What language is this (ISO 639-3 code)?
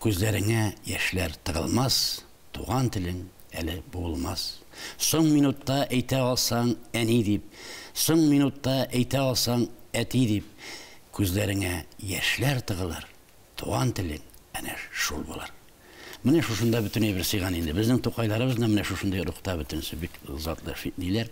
tat